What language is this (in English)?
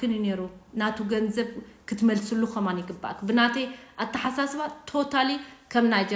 Tigrinya